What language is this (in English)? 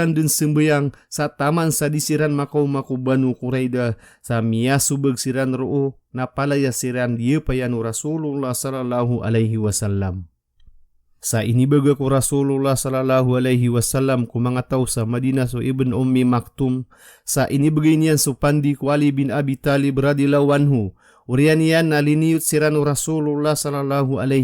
Maranao